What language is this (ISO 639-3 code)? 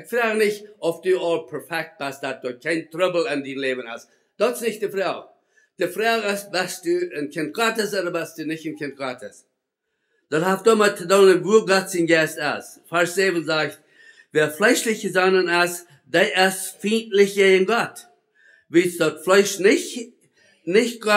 pdt